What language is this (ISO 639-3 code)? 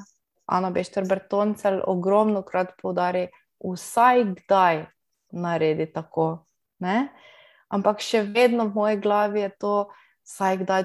slv